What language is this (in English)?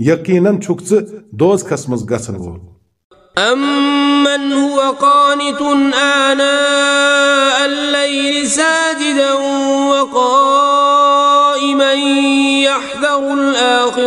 Kashmiri